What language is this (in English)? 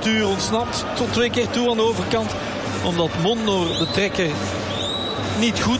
Dutch